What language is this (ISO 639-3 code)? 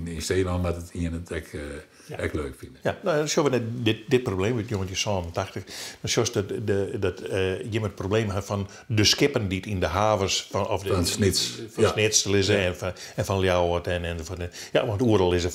fry